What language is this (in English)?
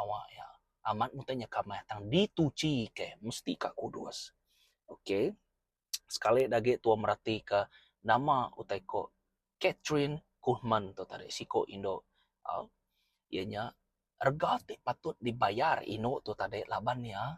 Iban